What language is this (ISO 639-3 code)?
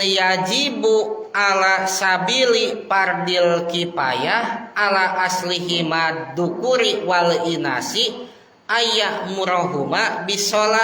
sun